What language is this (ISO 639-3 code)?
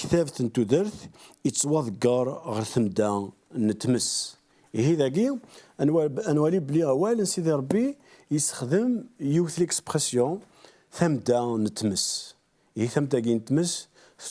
kab